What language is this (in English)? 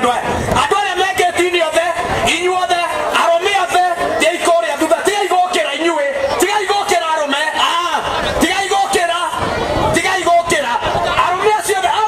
Kikuyu